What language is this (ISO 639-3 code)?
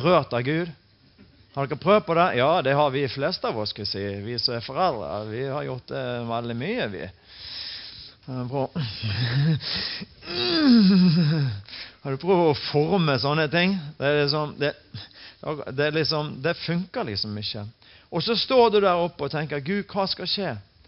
nor